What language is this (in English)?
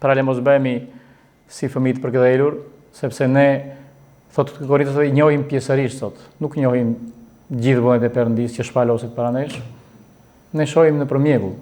Albanian